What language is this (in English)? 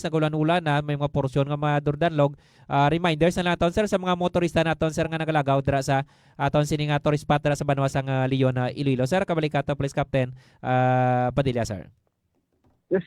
Hiligaynon